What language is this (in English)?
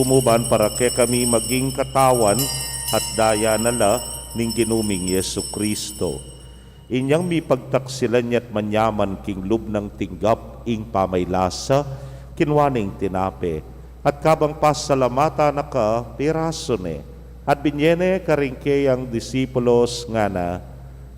Pampanga